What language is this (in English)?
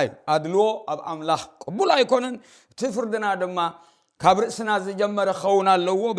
Tigrinya